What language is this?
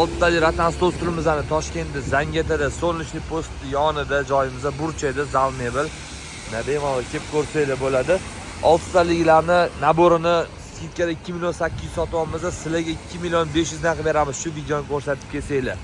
Uzbek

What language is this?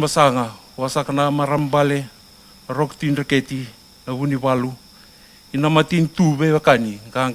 Fijian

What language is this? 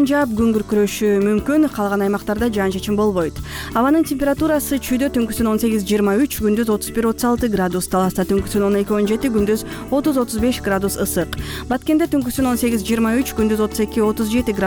Kyrgyz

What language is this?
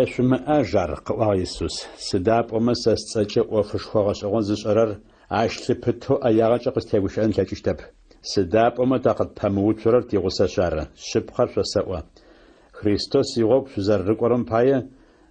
Adyghe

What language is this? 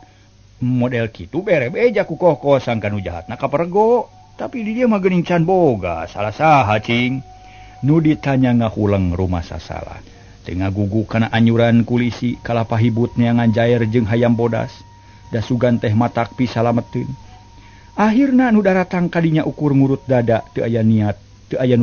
Sundanese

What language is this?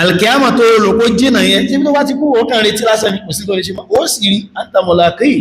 Yoruba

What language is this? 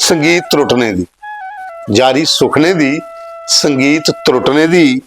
Dogri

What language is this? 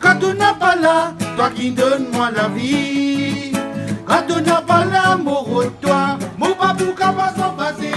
Réunion Creole French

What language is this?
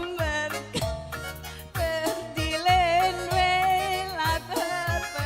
Batak Karo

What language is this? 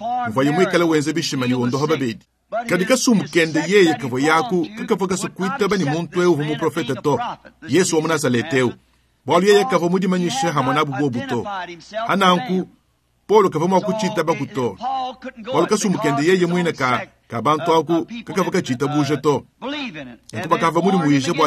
Luba-Lulua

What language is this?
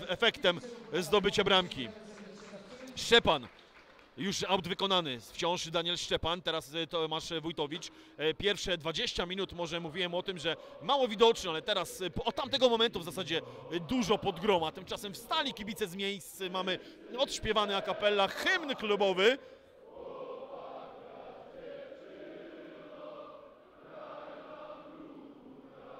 Polish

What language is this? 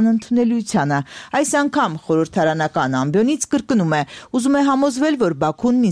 Armenian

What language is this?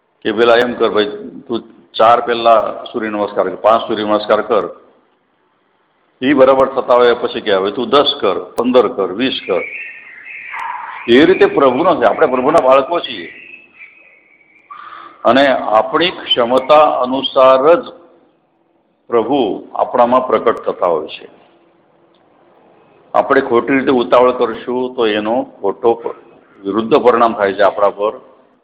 Gujarati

